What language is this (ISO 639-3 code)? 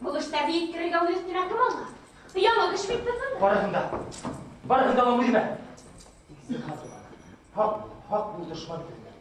bak